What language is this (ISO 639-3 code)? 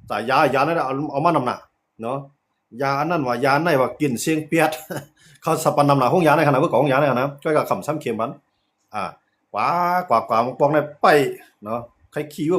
shn